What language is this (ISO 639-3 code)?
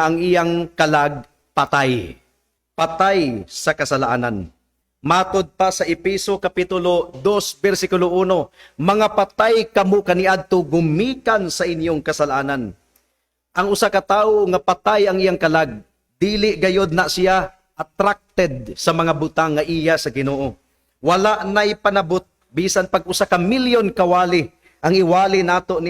ceb